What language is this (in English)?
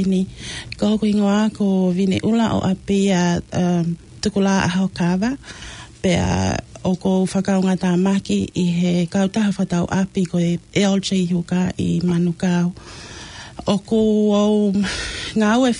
Tongan